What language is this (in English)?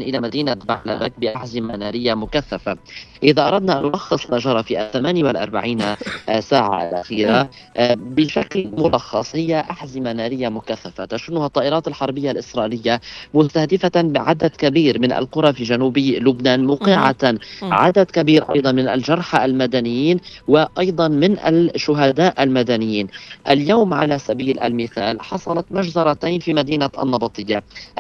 Tunisian Arabic